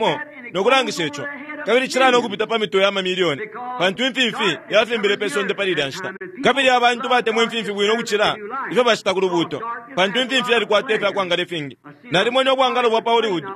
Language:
Bemba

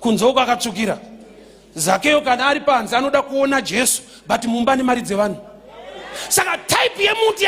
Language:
Shona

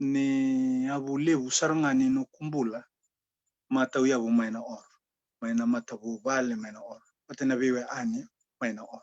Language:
Fijian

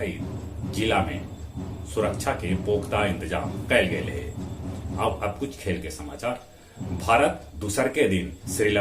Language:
Magahi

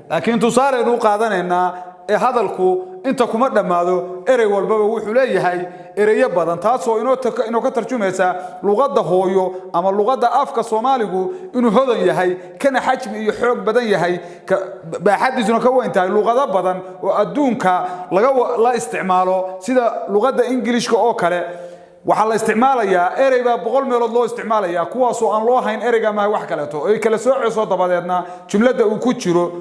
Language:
Somali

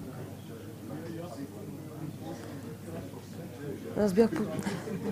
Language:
Bulgarian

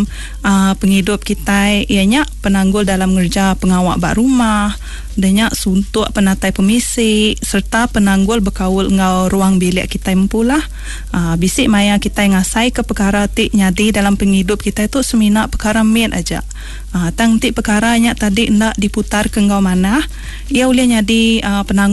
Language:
Iban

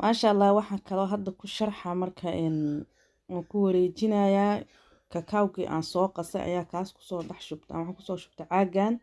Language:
Somali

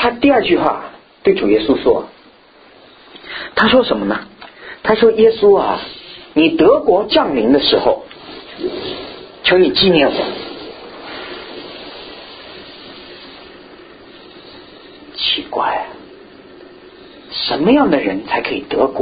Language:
Chinese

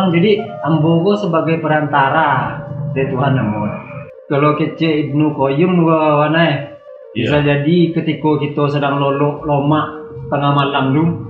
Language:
Minangkabau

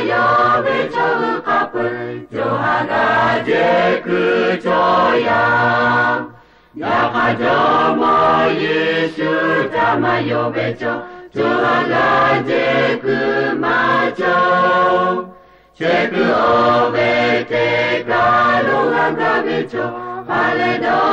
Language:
Lahu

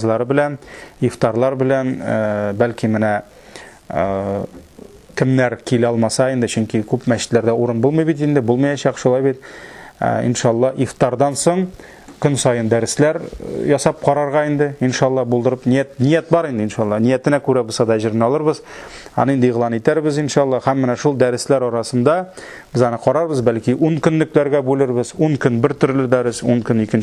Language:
Tatar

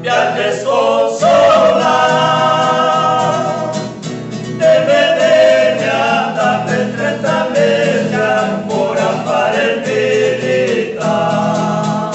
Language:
Venetian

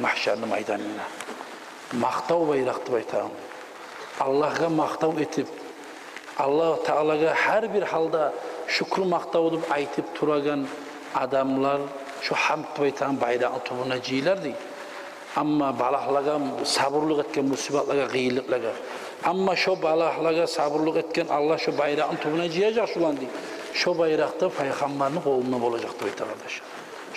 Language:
Kumyk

